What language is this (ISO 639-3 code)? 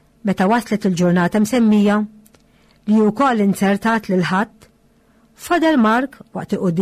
mlt